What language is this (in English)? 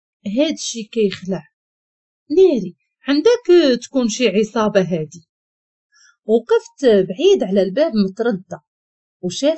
Moroccan Arabic